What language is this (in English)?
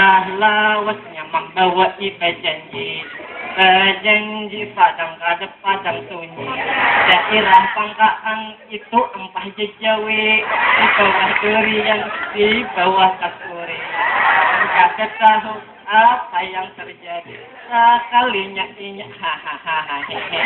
Banjar